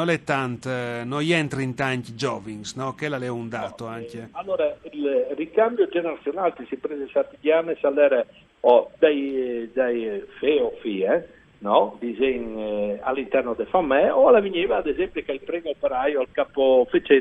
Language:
Friulian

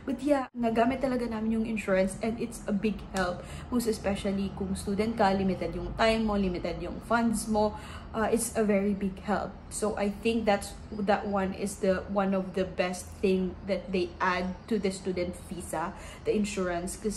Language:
Filipino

